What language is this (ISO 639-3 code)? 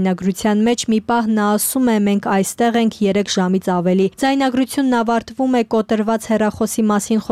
hye